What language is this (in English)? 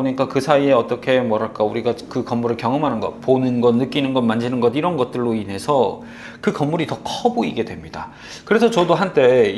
Korean